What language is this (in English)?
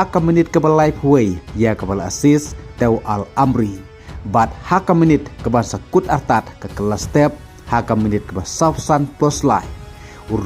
Khasi